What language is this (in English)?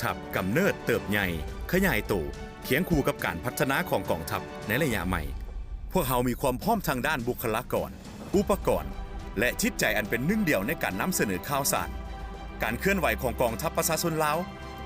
Lao